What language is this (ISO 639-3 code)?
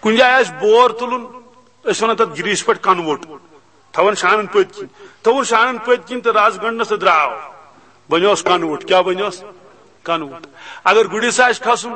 kas